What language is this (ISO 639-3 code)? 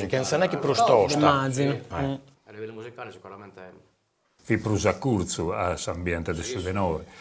srd